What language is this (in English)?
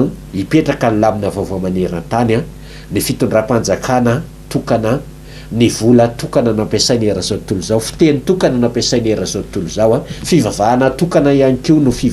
Malagasy